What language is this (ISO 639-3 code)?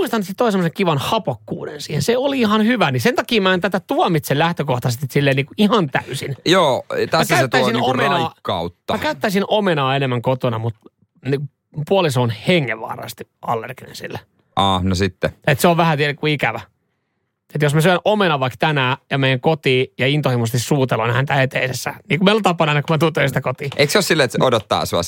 fin